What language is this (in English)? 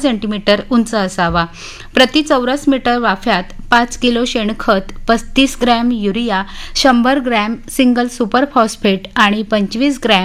Marathi